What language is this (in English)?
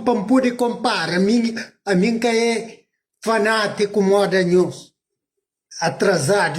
Kabuverdianu